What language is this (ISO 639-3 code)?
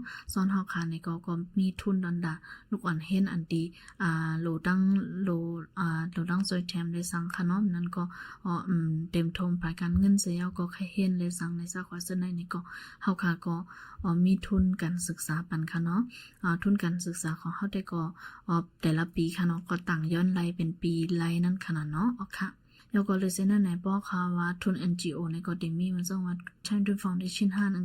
shn